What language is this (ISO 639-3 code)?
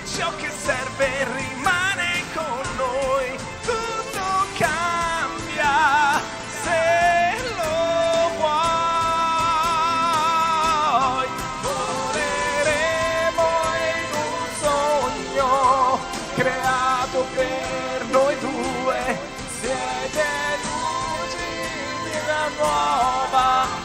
ita